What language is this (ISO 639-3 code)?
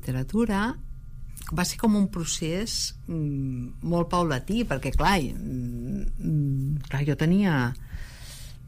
cat